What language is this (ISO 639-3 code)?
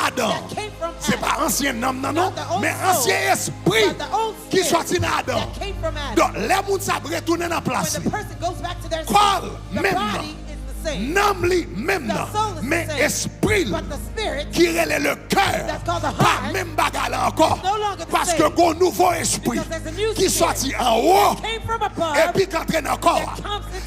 hat